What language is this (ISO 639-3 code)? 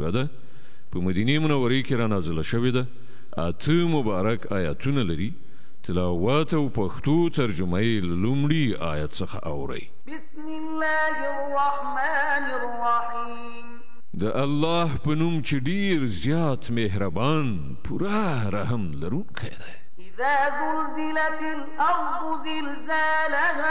pus